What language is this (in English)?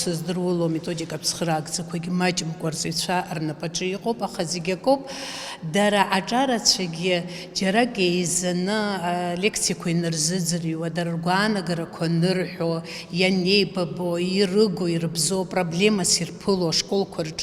Abkhazian